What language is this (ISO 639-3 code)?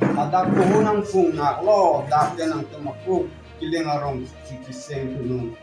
mjw